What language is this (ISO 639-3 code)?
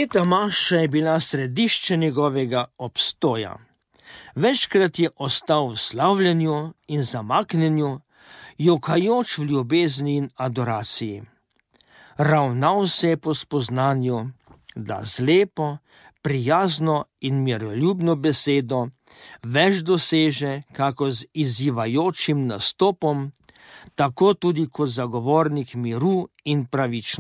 slv